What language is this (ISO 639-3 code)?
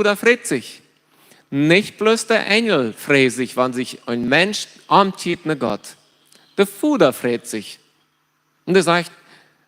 pdt